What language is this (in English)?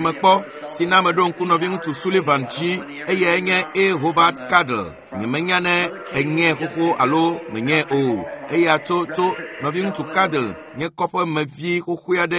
Ewe